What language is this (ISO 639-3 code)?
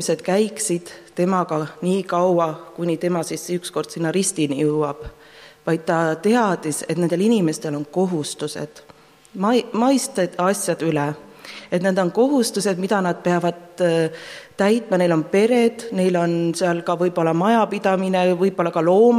est